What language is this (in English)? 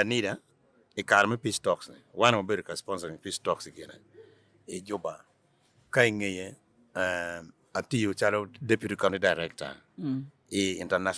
Acoli